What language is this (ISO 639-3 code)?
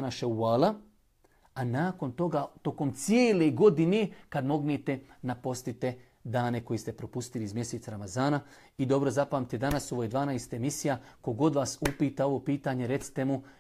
bos